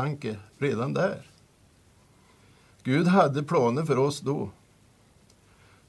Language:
Swedish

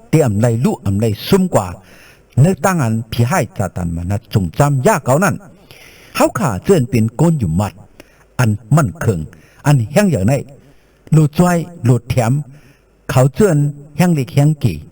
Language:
Shan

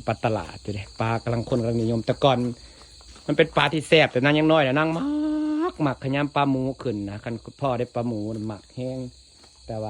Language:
Northeastern Thai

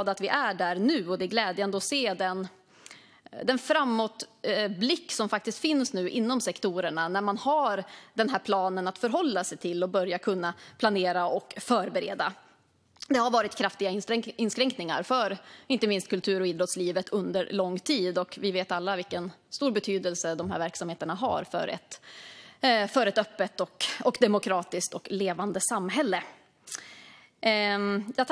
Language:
Swedish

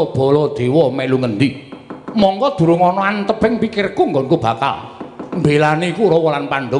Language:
Javanese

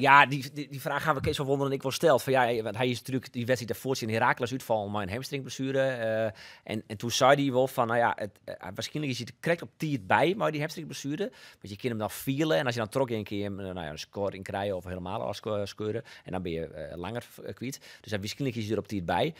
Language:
Western Frisian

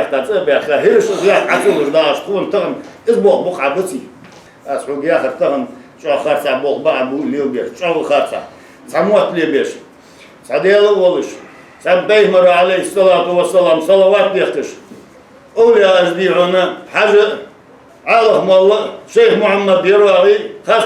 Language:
Ingush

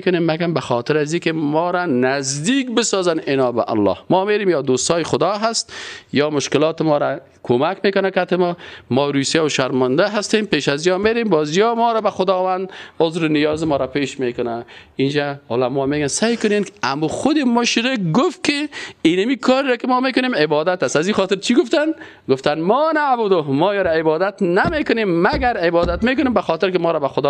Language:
Persian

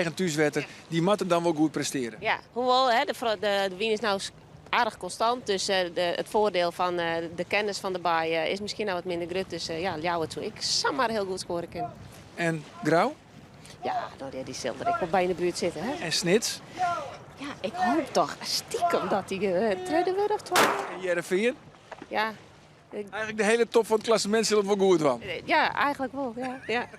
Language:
Western Frisian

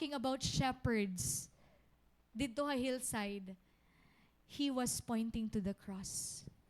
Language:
Waray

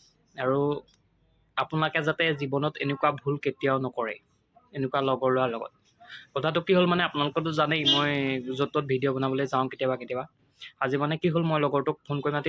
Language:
Assamese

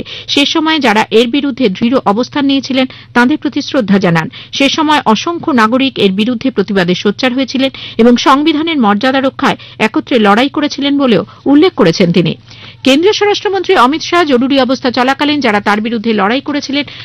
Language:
Bangla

